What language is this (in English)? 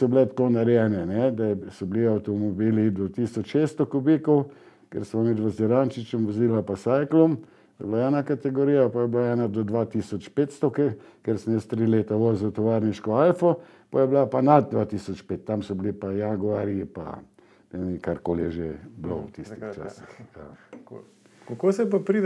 Slovenian